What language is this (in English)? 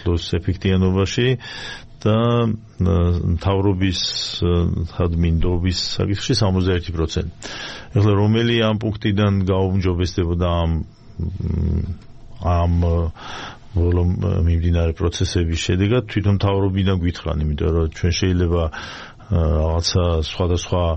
Georgian